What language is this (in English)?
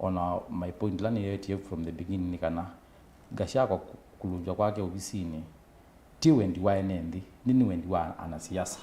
Kamba